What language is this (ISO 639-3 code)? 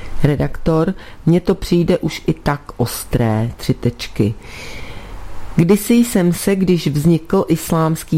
ces